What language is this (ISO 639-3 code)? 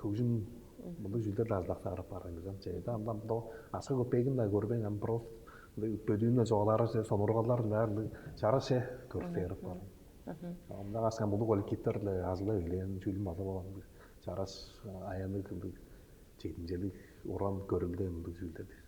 tyv